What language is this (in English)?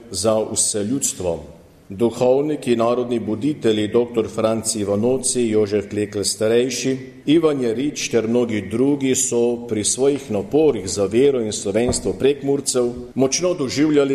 Slovenian